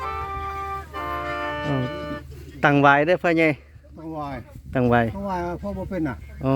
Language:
Lao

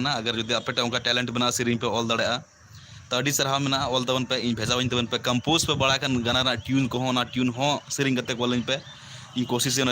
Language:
Santali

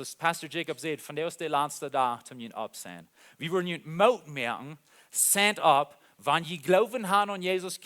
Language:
Plautdietsch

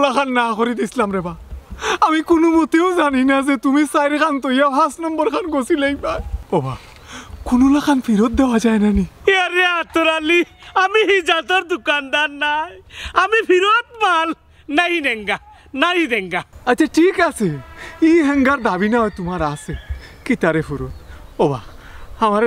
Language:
Sylheti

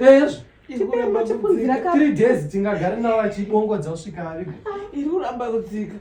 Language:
Shona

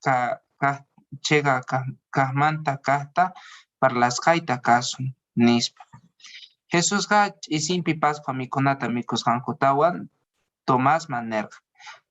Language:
Quechua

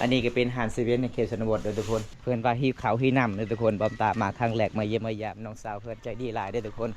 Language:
Lao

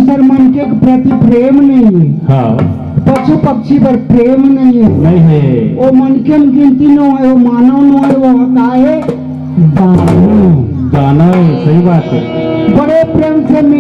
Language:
Chhattisgarhi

